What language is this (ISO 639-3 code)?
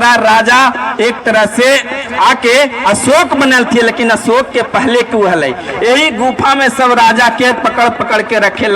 mag